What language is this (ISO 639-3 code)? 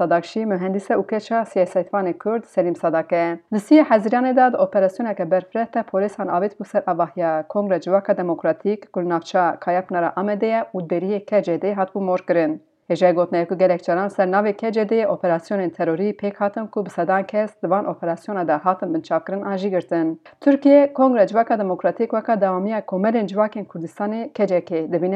kur